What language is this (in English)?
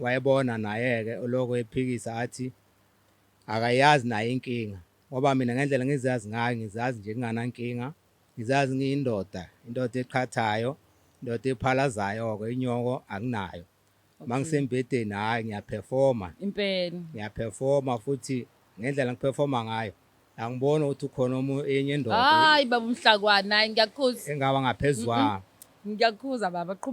Zulu